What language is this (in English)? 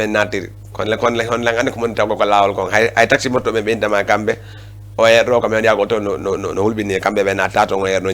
Fula